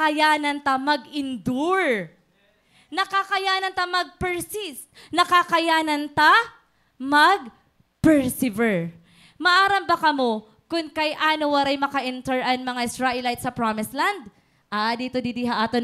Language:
Waray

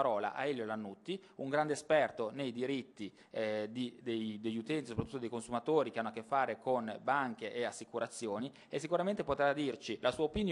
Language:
Italian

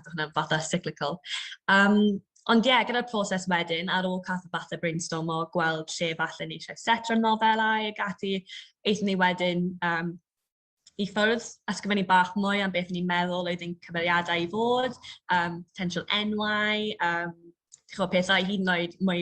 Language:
Welsh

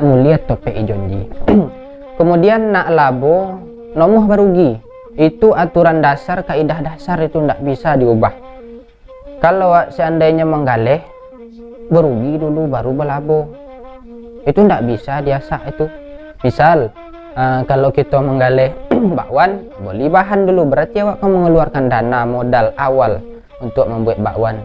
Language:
Minangkabau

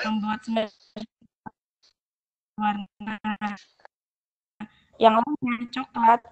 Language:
Indonesian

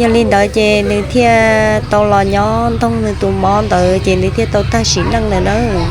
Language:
Hmong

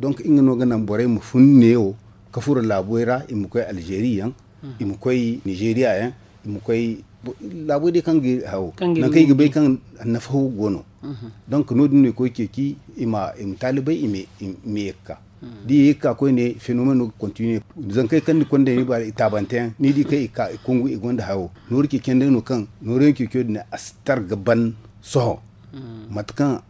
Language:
Zarma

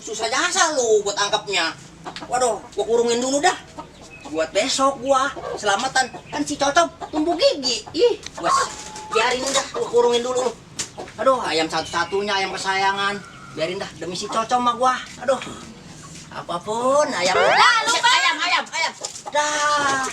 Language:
Betawi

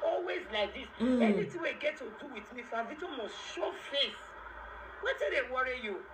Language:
Nigerian Pidgin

